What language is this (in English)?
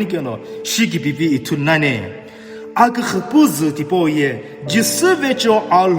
Sumi Naga